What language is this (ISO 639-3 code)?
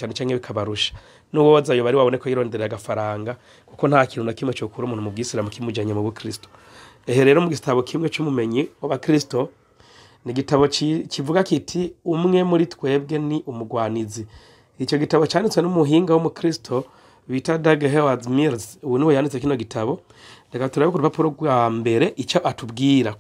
run